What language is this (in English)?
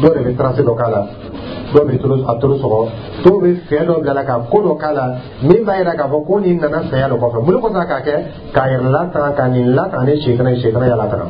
Dyula